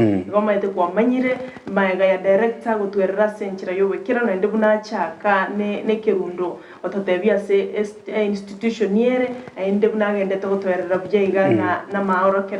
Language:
Gusii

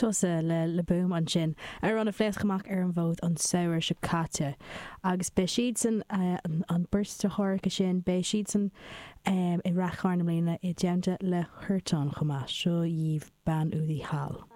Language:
Irish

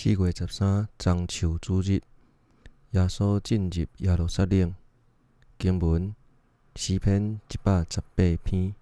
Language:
Min Nan Chinese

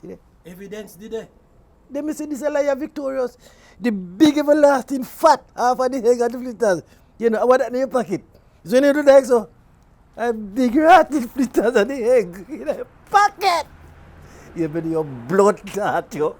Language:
Jamaican Creole English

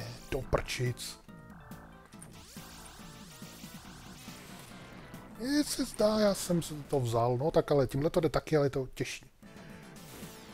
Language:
Czech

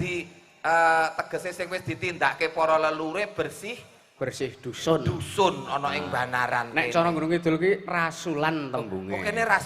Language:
Javanese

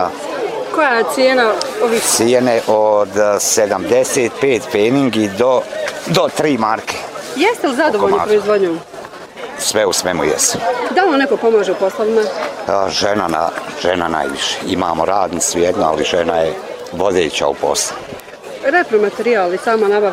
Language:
Bosnian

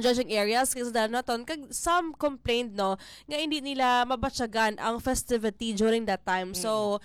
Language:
Hiligaynon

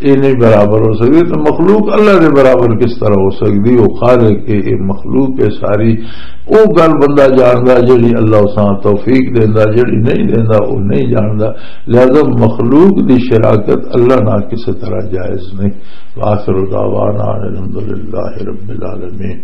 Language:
Western Panjabi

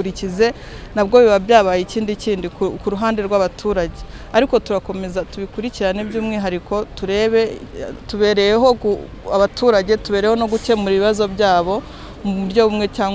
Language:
Kinyarwanda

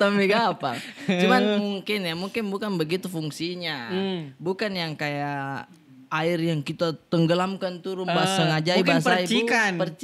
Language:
Makassar Malay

